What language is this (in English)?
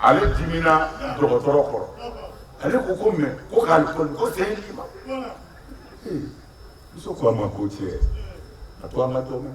Bambara